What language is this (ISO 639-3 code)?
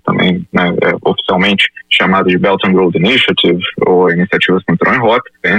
por